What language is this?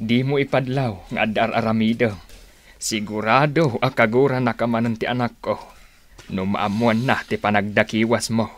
Iloko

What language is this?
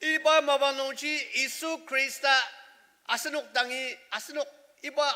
Ao Naga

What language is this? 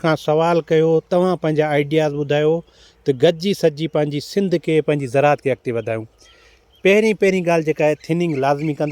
Sindhi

